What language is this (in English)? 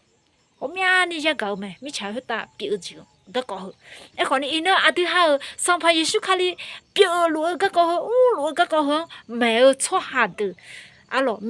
Akha